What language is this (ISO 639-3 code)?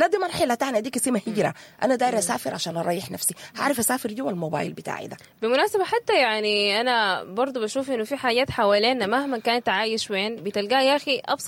apd